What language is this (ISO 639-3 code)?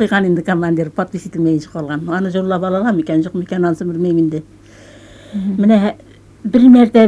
bak